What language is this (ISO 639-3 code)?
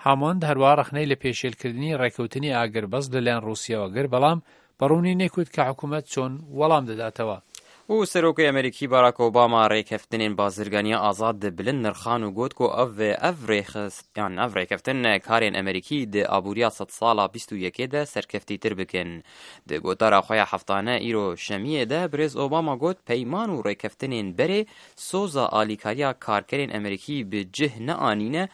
kur